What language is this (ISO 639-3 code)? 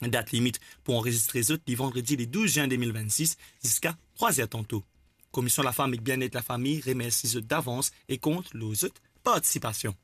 mfe